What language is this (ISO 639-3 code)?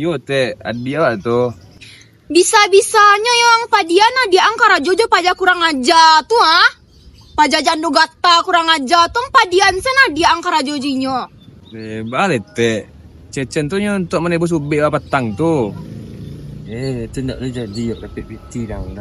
min